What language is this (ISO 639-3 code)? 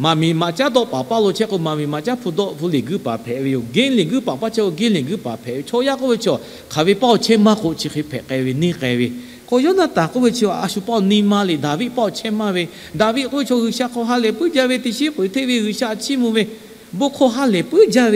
lhu